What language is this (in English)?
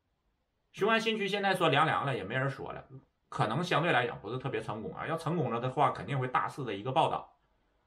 Chinese